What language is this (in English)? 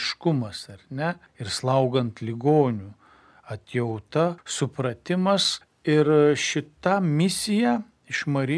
Lithuanian